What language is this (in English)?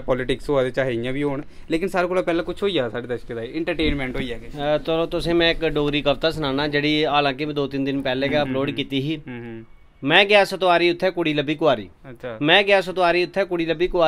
Dogri